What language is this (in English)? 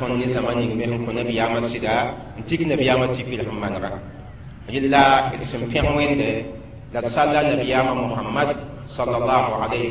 Mossi